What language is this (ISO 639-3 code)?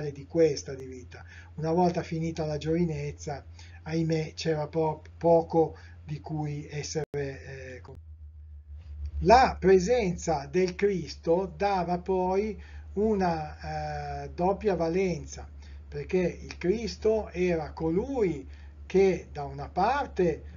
ita